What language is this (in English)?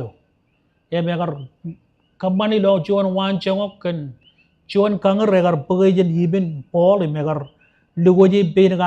Marshallese